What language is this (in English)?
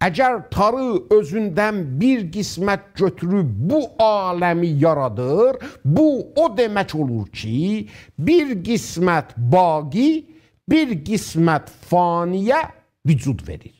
South Azerbaijani